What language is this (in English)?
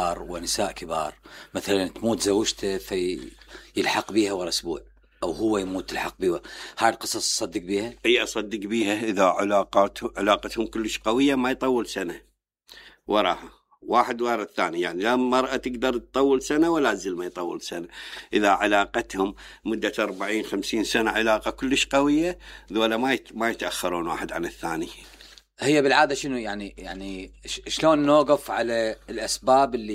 Mesopotamian Arabic